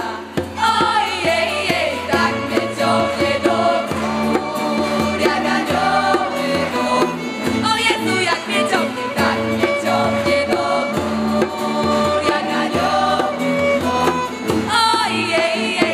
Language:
Polish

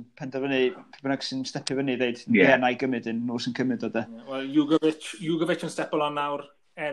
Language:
Welsh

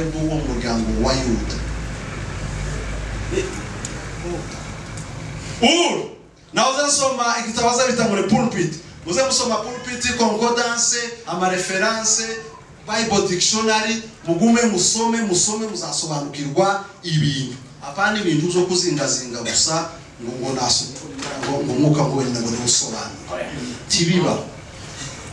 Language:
Kinyarwanda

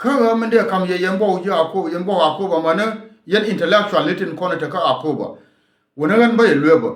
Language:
Nuer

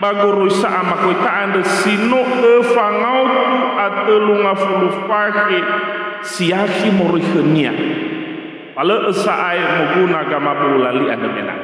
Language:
Nias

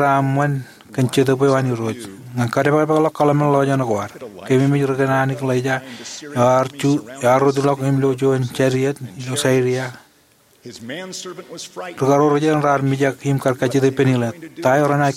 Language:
Marshallese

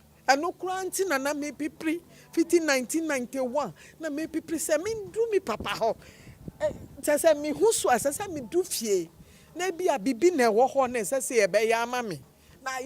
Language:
Akan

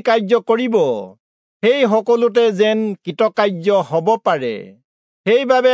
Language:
Assamese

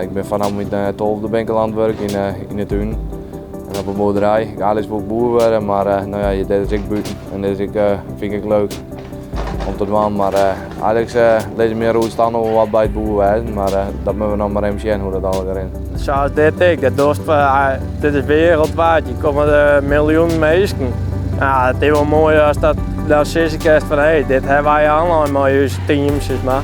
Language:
Western Frisian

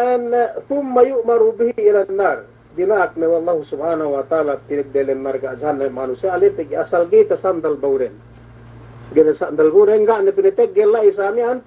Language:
Yakan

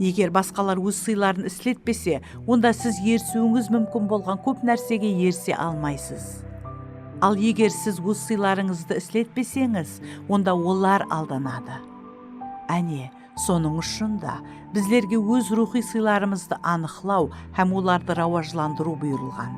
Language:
Kara-Kalpak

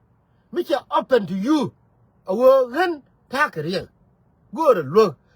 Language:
Nuer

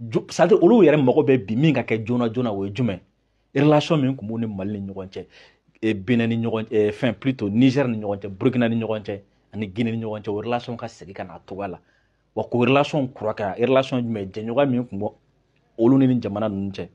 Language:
Bambara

